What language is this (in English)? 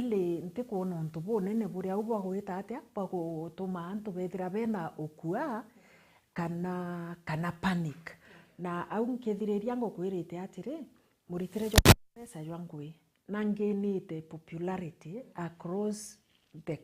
Meru